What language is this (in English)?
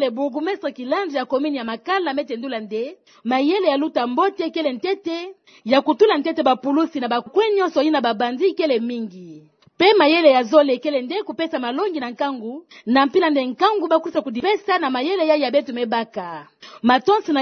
Kituba (Democratic Republic of Congo)